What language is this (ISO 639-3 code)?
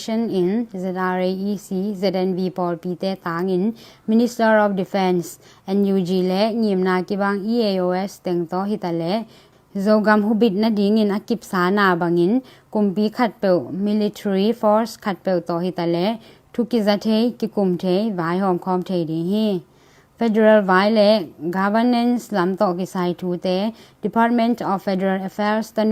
ctd